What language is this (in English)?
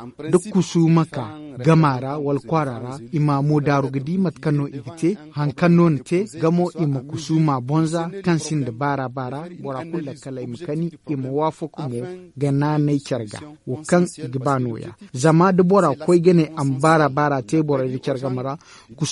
Zarma